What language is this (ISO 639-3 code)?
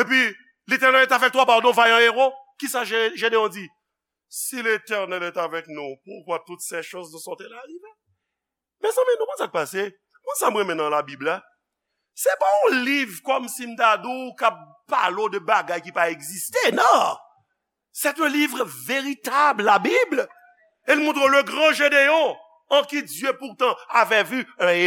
hat